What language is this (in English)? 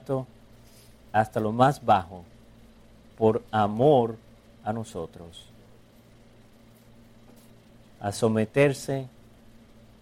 Spanish